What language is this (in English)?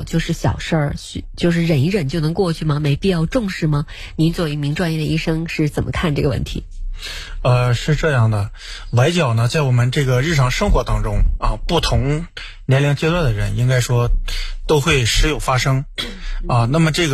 Chinese